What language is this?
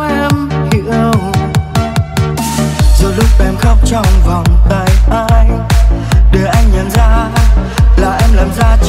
Vietnamese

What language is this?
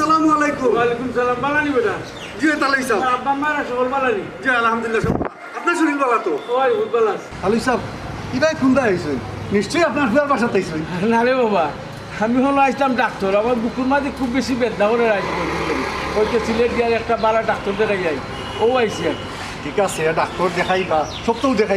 Sylheti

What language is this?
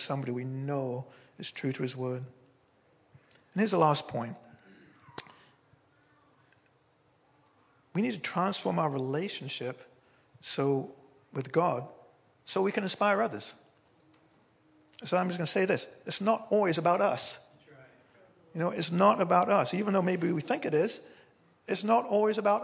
English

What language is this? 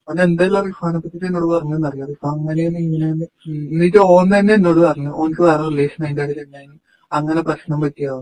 Malayalam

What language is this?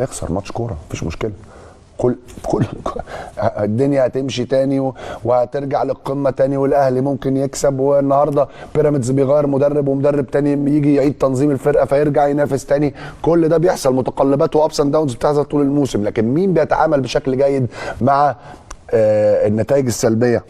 Egyptian Arabic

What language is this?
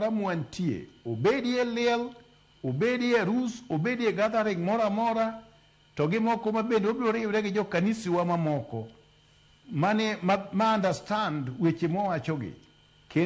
Luo (Kenya and Tanzania)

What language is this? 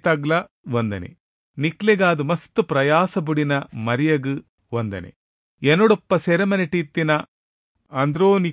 Tulu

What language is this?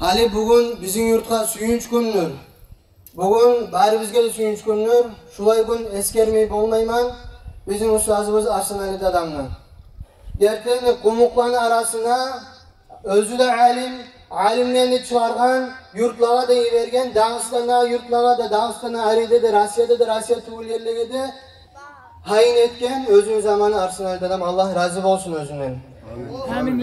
Kumyk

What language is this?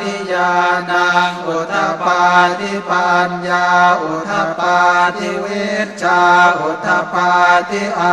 Pali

